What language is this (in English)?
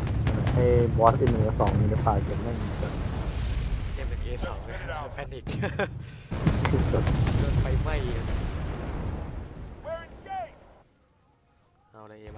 Thai